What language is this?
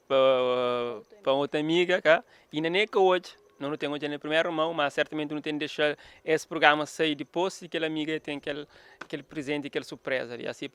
Kabuverdianu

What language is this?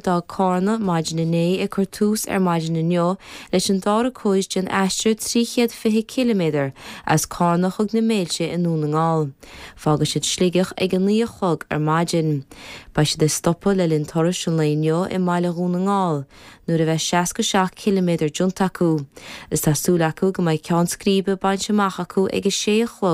Irish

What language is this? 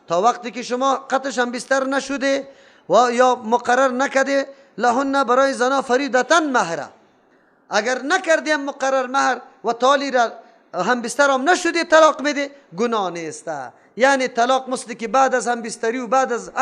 Persian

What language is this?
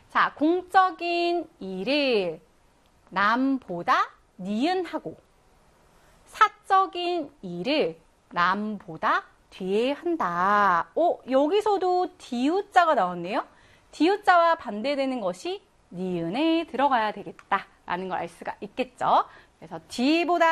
Korean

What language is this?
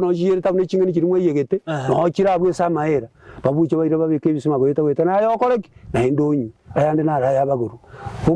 Gusii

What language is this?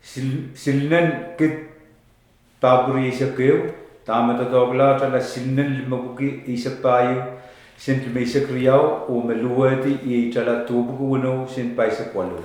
Pohnpeian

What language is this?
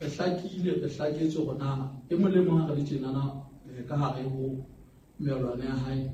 Southern Sotho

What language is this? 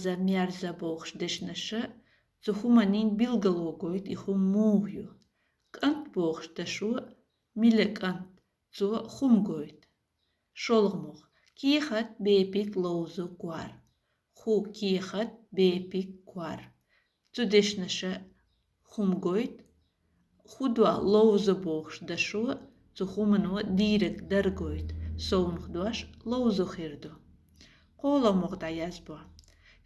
Chechen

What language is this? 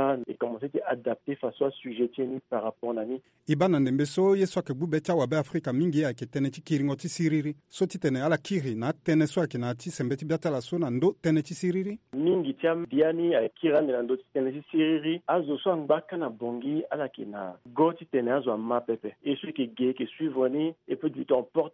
Sango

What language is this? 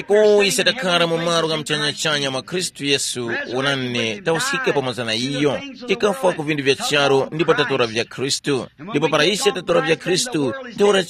Tumbuka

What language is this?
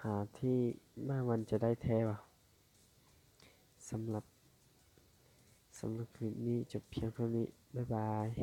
Lao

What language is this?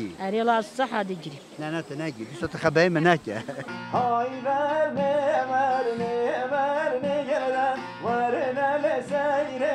Kurdish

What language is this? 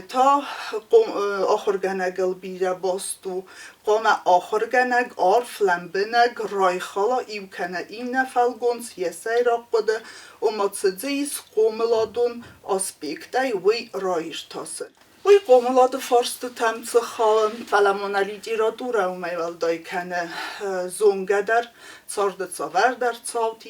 Ossetic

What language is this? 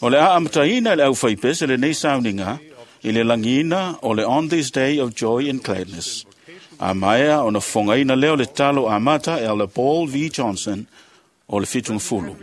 Samoan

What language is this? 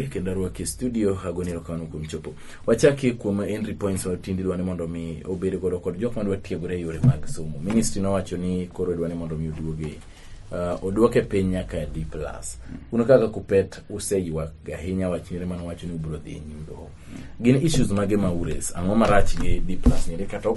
Luo (Kenya and Tanzania)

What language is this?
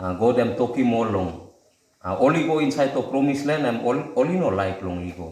Tok Pisin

